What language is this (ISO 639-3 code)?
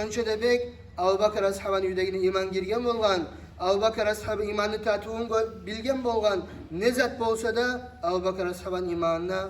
kum